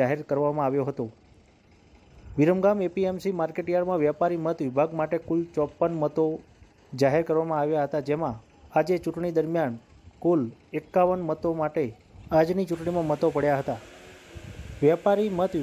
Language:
Gujarati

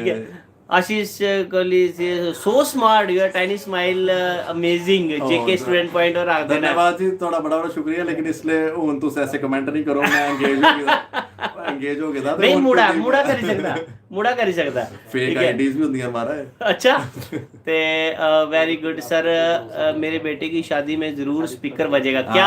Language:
Dogri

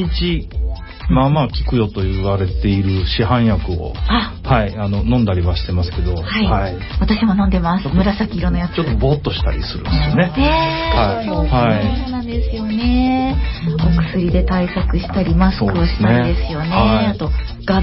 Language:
Japanese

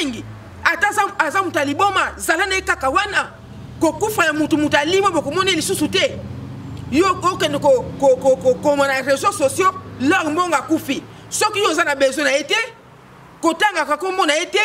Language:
Lingala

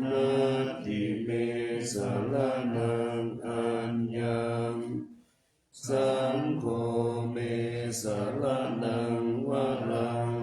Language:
Pali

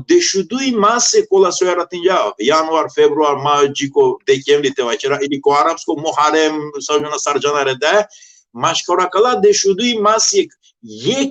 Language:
Balkan Romani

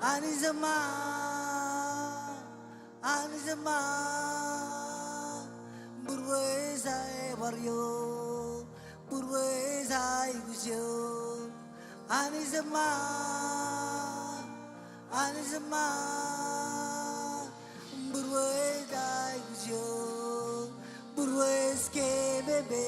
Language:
Marshallese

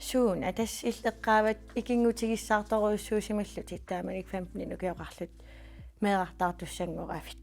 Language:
Kalaallisut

